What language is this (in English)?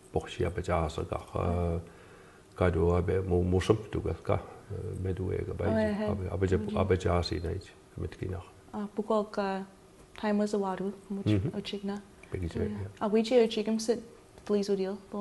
Mi'kmaw